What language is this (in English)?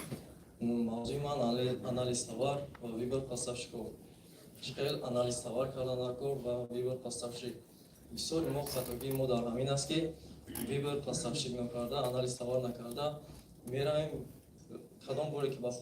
Tajik